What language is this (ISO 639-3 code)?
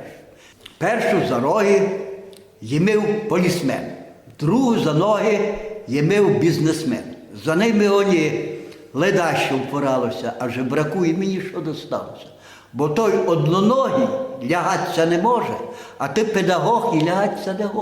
rue